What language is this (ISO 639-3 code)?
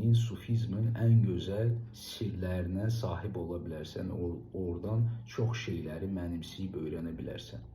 aze